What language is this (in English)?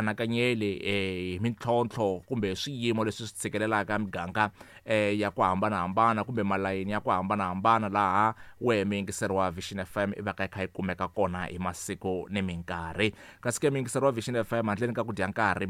Tsonga